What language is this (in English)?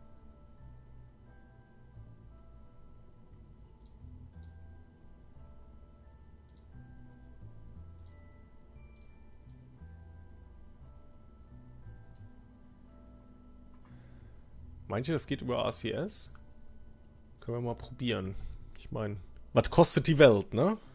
German